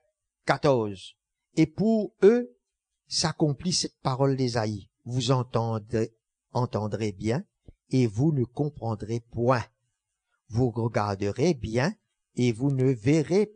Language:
Morisyen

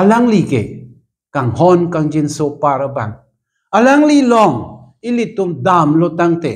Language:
Karbi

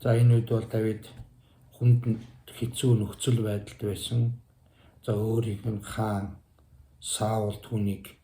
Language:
Mongolian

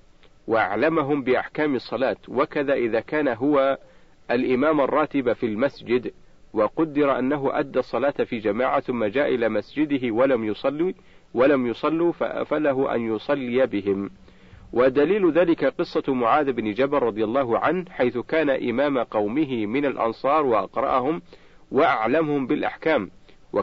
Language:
Arabic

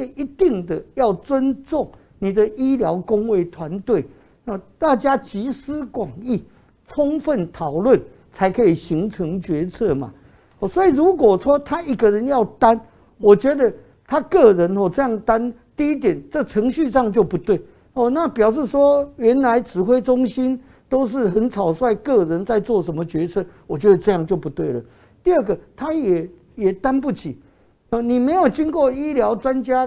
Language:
Chinese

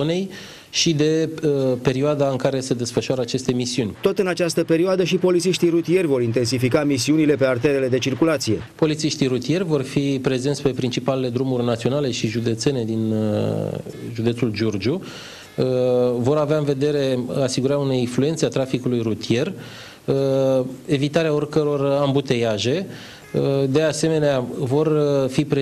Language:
Romanian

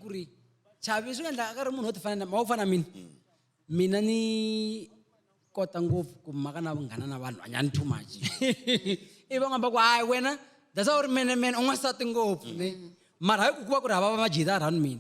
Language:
Tsonga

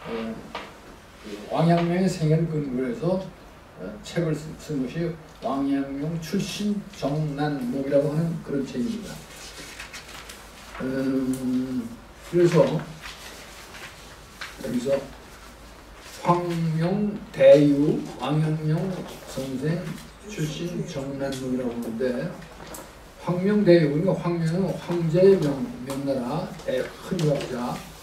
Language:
Korean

